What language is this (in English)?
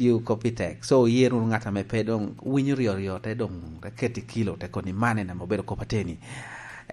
Lango (Uganda)